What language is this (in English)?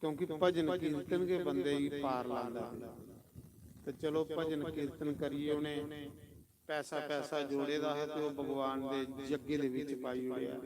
Dogri